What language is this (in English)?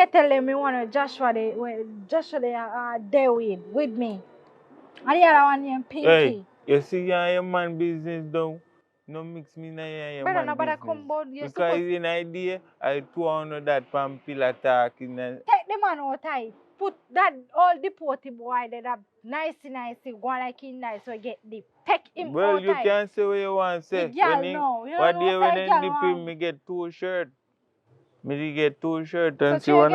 Jamaican Creole English